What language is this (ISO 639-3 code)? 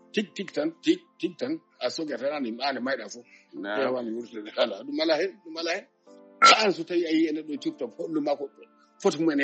ful